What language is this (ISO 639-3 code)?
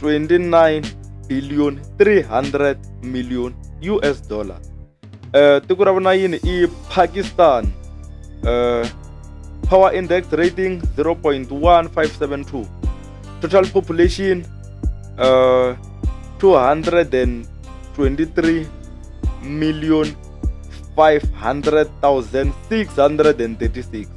tso